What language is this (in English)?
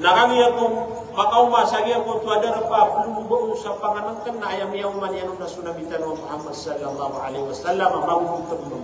Maranao